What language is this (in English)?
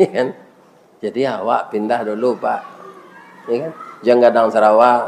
Minangkabau